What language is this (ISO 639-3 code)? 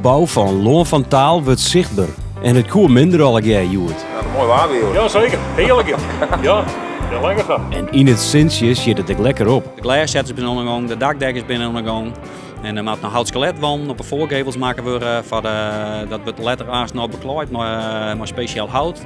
fry